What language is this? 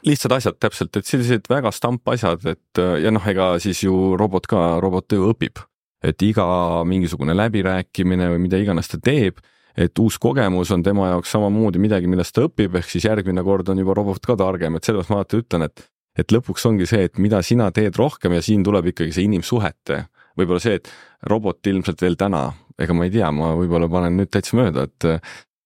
Estonian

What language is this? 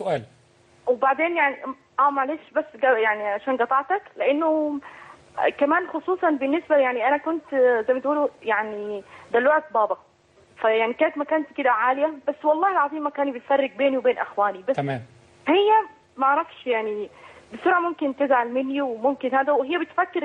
Egyptian Arabic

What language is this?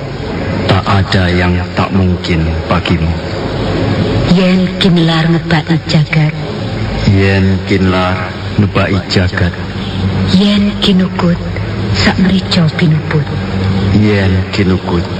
Indonesian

